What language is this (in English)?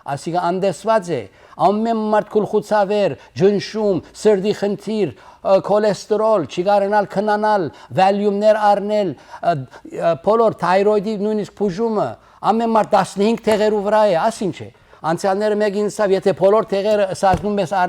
Western Armenian